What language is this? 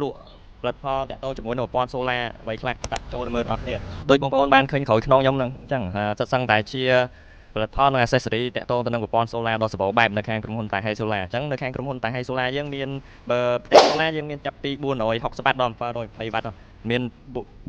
Khmer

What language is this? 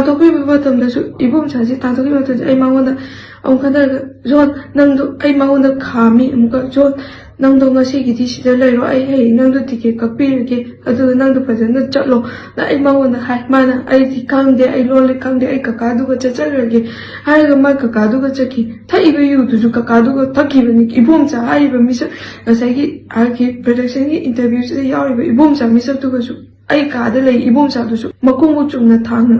Manipuri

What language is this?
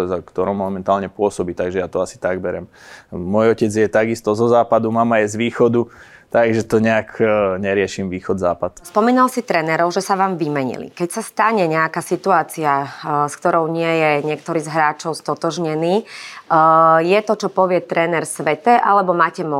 Slovak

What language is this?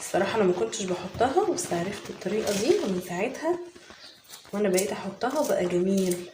Egyptian Arabic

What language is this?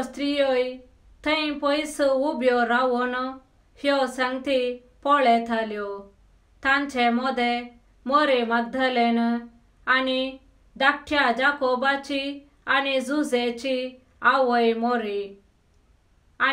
Konkani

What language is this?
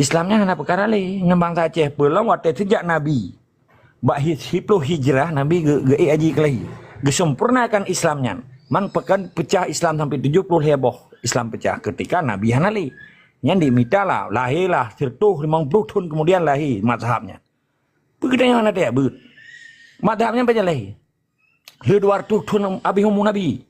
Achinese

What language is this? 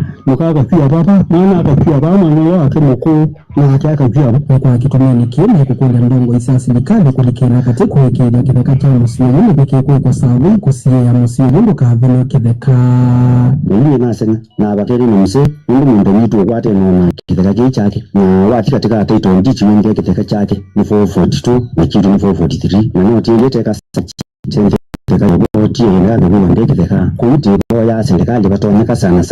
Kamba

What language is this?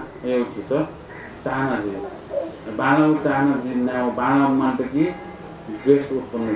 Newari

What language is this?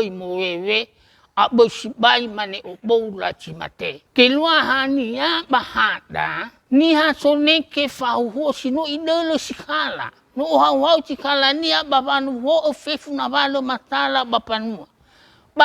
Nias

